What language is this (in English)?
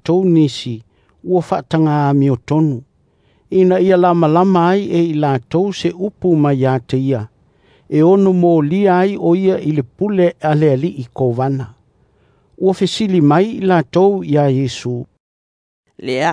Samoan